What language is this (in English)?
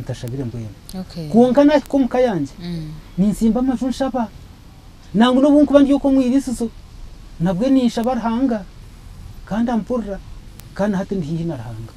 Nyankole